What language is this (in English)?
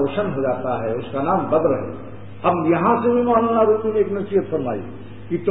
Urdu